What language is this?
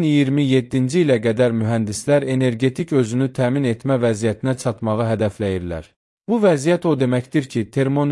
Azerbaijani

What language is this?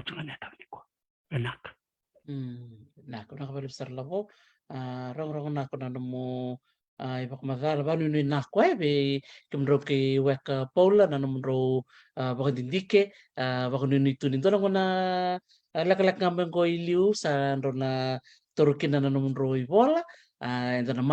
Fijian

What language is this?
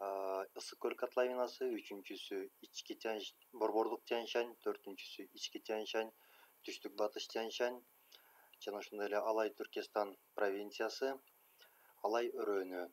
Kyrgyz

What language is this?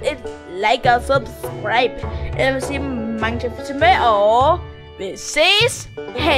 Danish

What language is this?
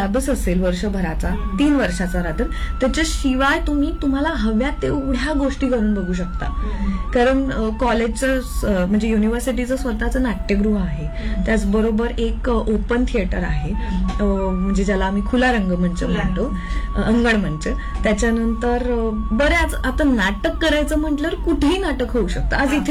Marathi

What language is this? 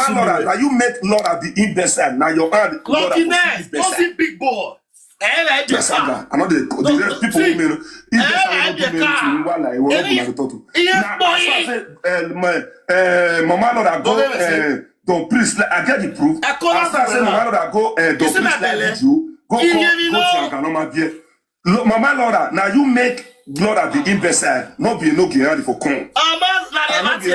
Nigerian Pidgin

